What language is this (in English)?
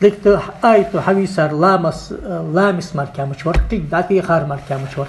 Ingush